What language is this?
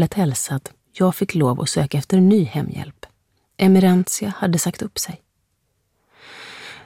Swedish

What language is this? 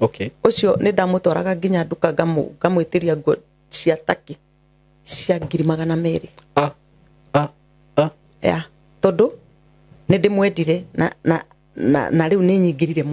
Kikuyu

